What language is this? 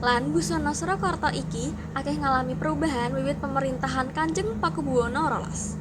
Javanese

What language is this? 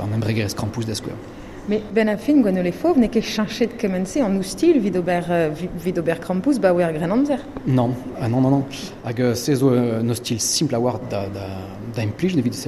Breton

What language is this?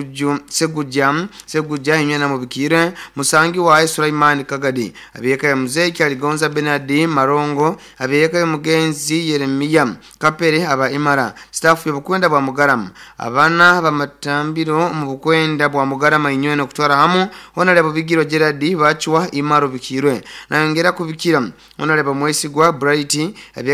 Nyoro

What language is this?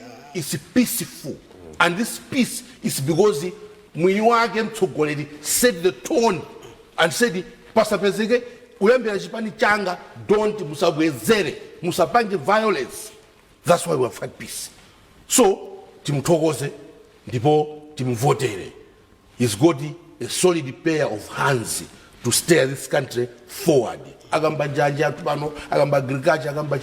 Nyanja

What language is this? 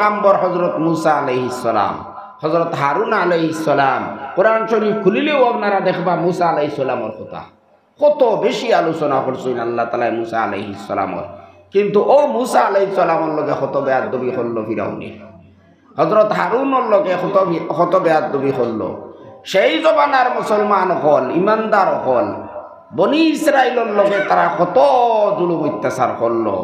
Sylheti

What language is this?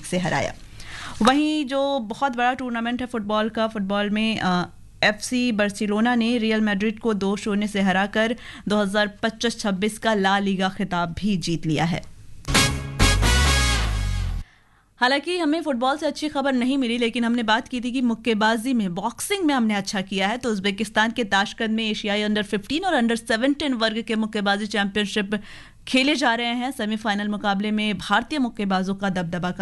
Hindi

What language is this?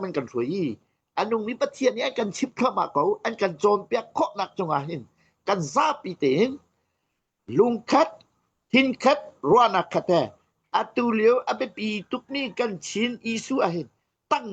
Hakha Chin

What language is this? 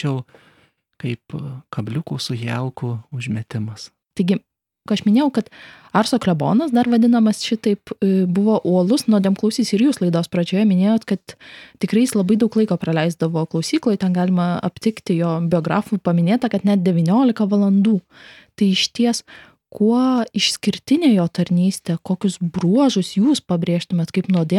Lithuanian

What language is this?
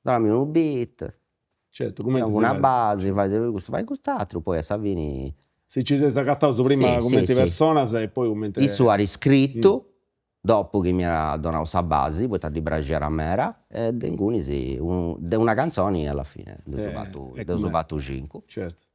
Sardinian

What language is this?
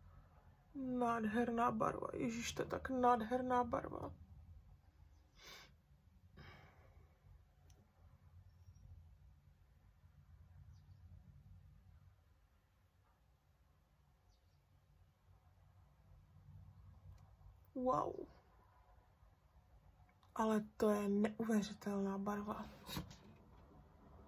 Czech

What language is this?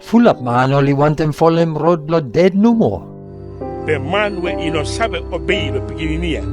Bislama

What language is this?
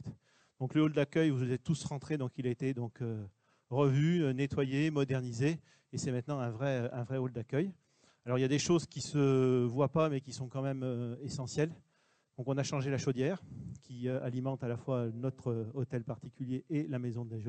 French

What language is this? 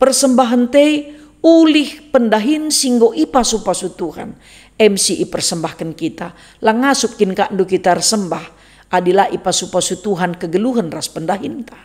Batak Karo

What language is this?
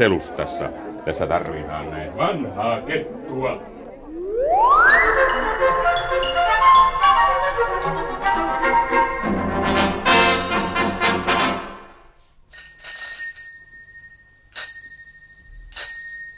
Finnish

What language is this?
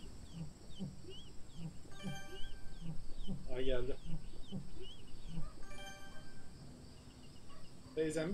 Turkish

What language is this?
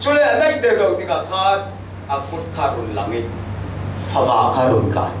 Falam Chin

